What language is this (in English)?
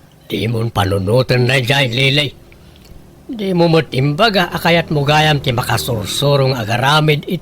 Iloko